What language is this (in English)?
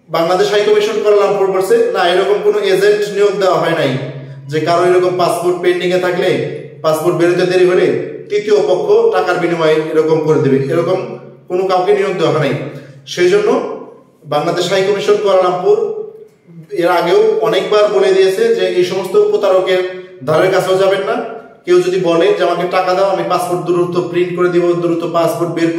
Bangla